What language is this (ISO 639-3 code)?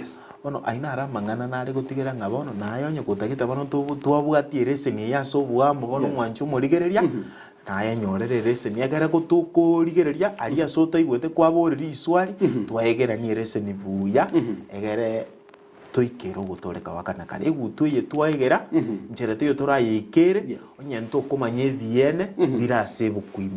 guz